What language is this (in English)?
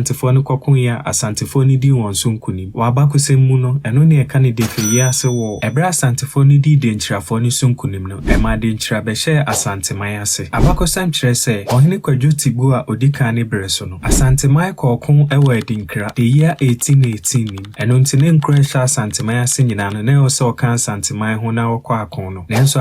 Akan